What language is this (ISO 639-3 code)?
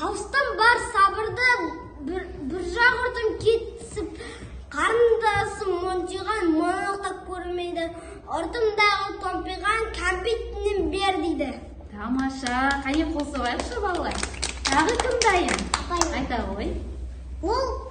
kaz